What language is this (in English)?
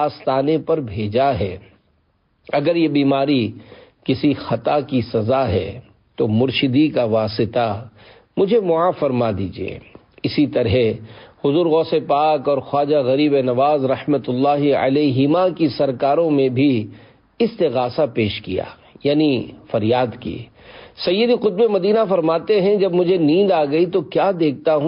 Urdu